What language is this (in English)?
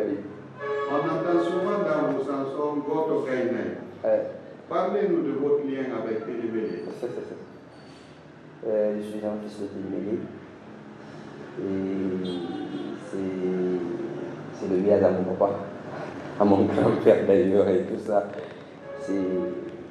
French